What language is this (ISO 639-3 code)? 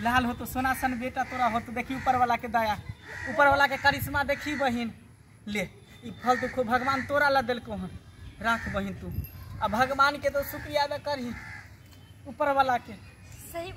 mai